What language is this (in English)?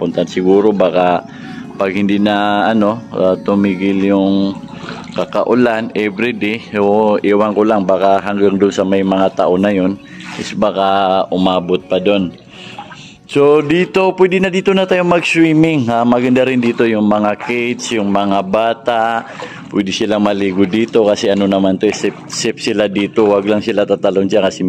Maranao